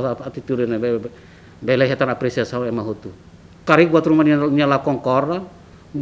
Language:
Tetum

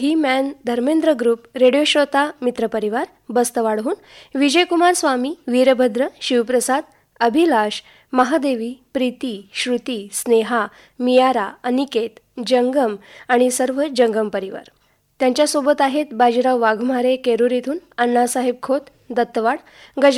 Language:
Marathi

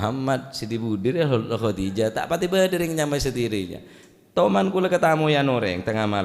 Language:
Madurese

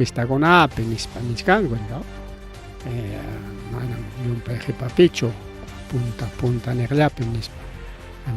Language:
Ayacucho Quechua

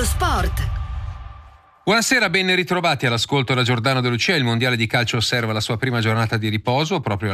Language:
Italian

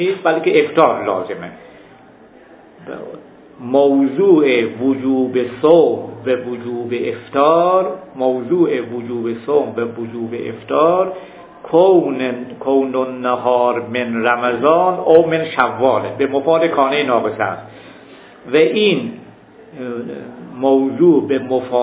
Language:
Persian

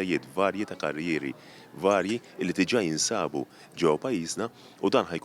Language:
Maltese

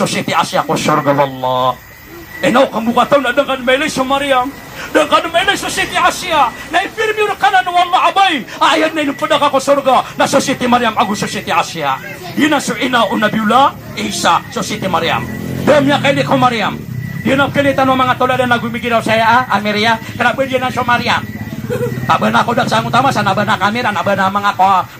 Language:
Maranao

